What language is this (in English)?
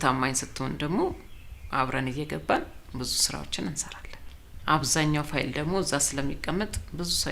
Amharic